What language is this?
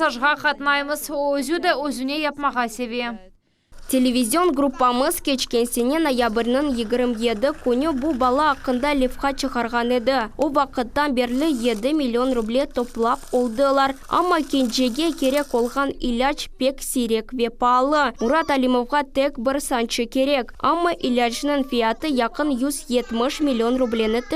Crimean Tatar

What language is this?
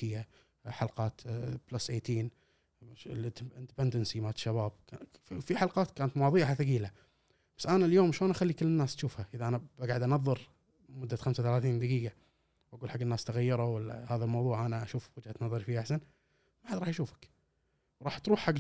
Gulf Arabic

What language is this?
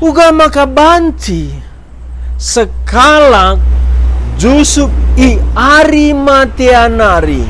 Batak Karo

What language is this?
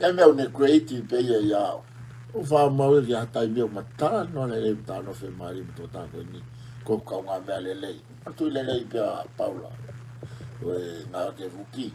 Tongan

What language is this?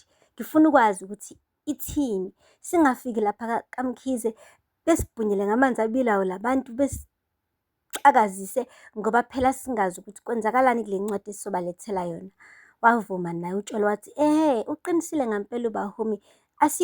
Zulu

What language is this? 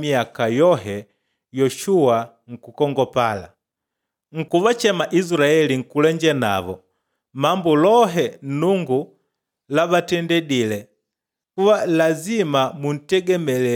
Makonde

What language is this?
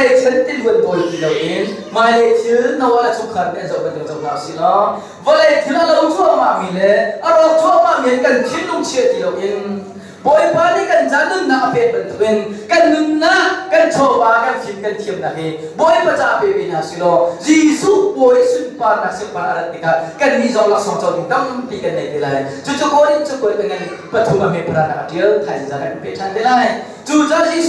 Hakha Chin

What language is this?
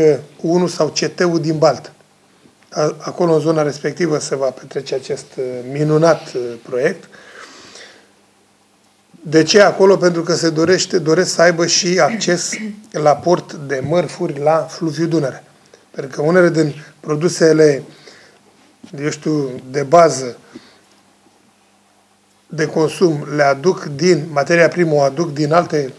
Romanian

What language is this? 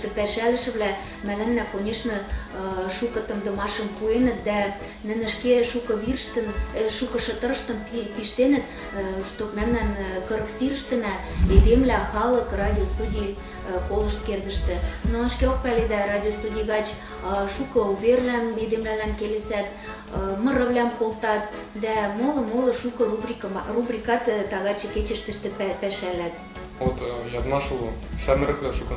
Western Mari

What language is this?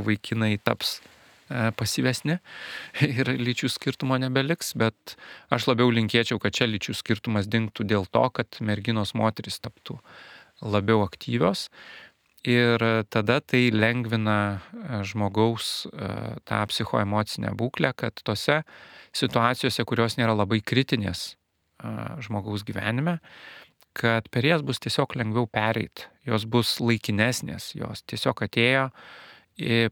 Lithuanian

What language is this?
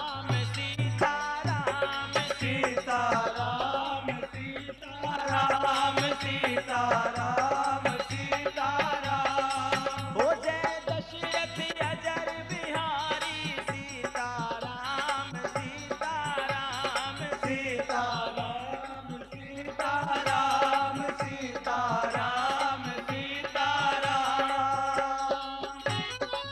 Bhojpuri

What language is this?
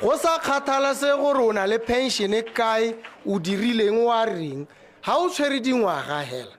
Tswana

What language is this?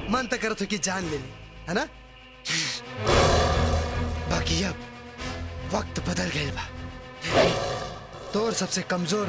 Bhojpuri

